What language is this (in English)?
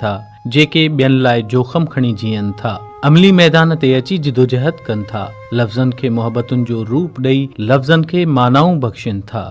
Sindhi